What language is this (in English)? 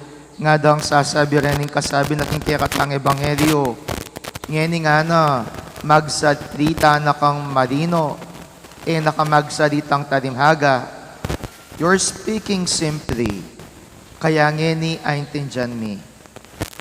Pampanga